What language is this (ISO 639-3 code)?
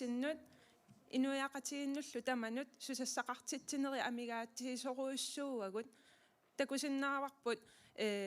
kal